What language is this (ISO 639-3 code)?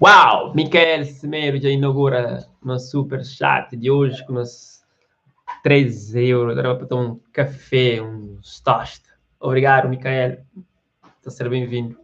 kea